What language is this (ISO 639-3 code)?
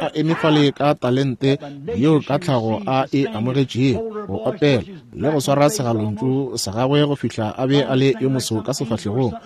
nso